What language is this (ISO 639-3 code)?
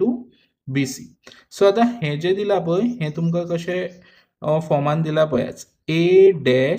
kok